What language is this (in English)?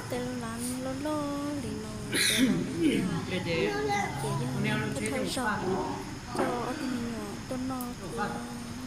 Hmong